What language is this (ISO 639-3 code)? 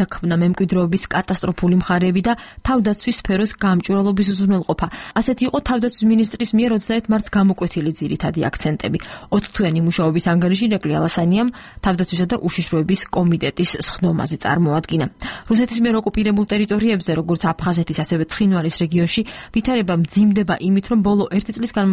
kat